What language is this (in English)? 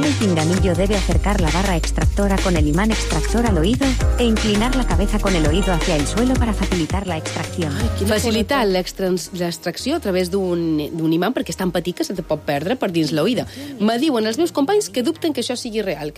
Catalan